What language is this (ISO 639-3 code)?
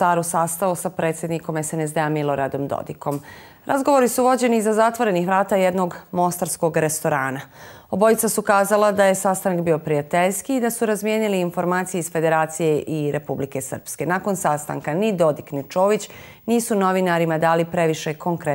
bos